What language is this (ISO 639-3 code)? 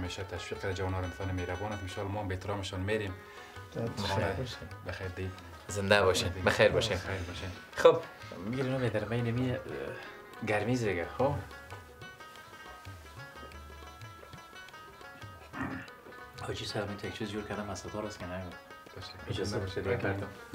fas